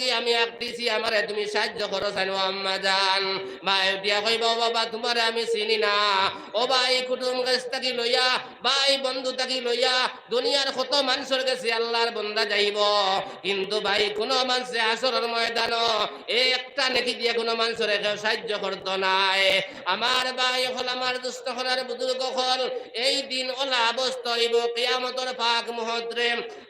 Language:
Sylheti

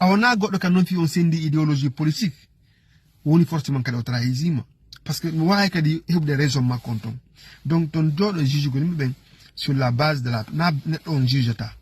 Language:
Fula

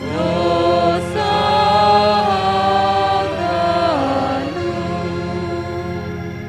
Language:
Batak Simalungun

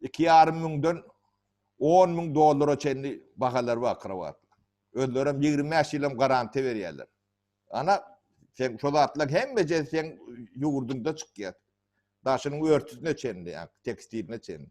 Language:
Turkmen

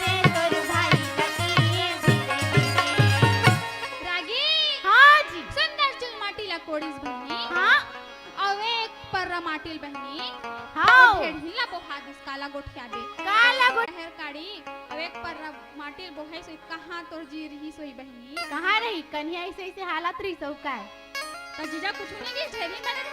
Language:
Chhattisgarhi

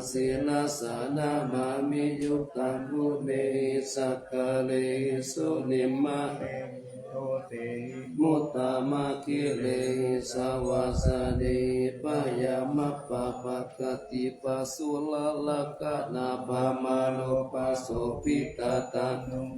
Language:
Pali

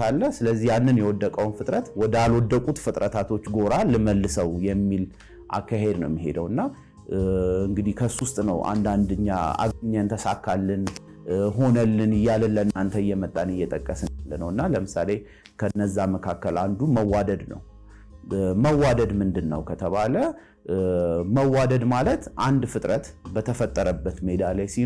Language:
Amharic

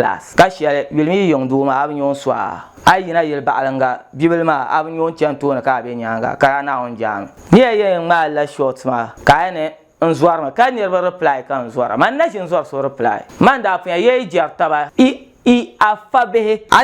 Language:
Dagbani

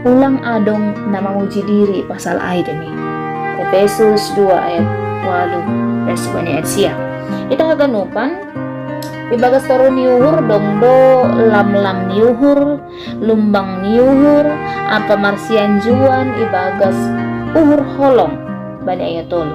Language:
Batak Simalungun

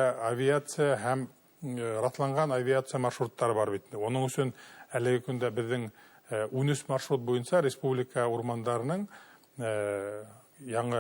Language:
Bashkir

